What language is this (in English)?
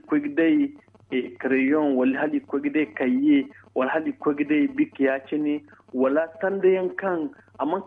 Zarma